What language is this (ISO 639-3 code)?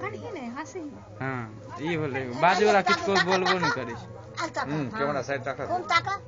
mai